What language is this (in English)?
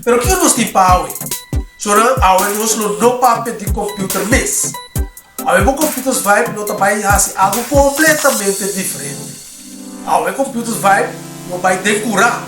Papiamento